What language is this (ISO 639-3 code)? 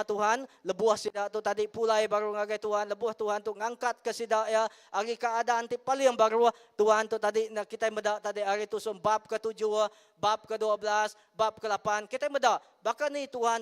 iba